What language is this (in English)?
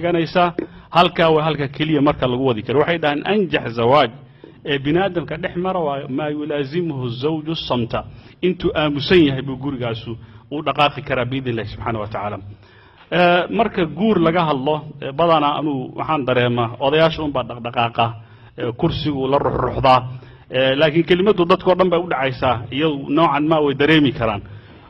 Somali